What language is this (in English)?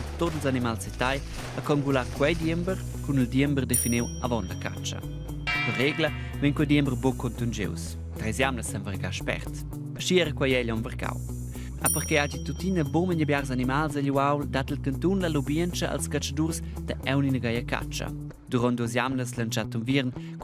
Romansh